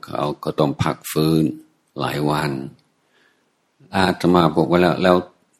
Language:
Thai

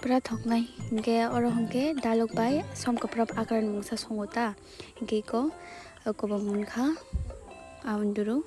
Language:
Kok Borok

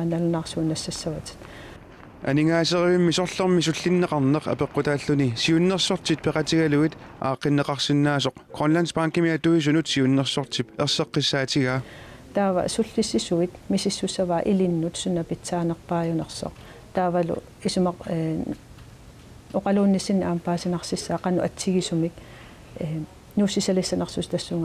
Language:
Kalaallisut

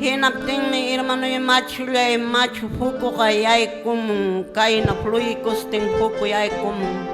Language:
Quechua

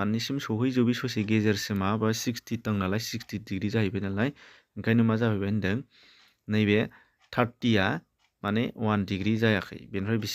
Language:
Bodo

